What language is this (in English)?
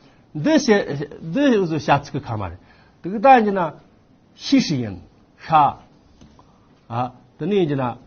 Amdo Tibetan